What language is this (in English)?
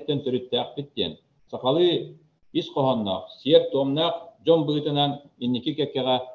Yakut